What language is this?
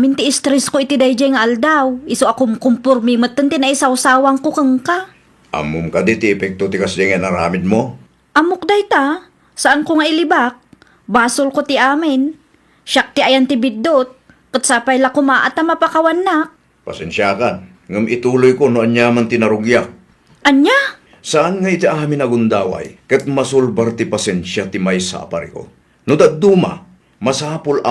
Iloko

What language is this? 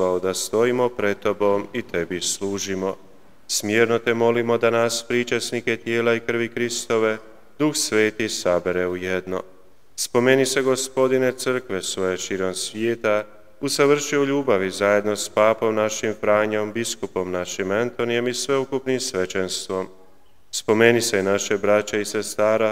Croatian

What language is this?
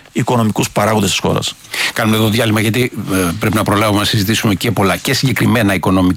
Greek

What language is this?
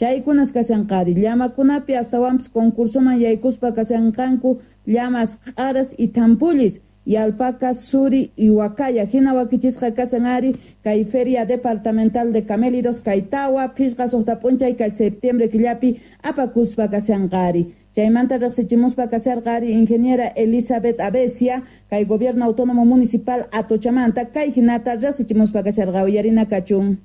South Bolivian Quechua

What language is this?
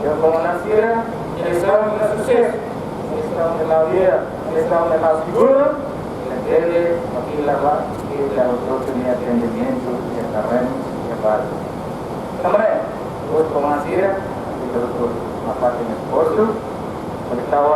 Tetum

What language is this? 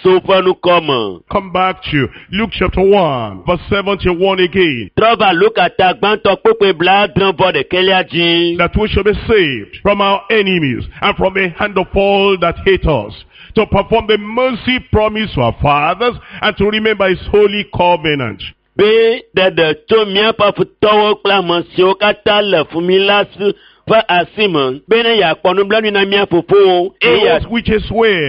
Ewe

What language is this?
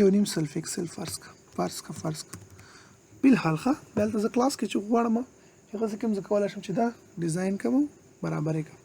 Pashto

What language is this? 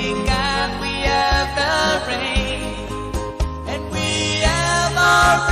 Pohnpeian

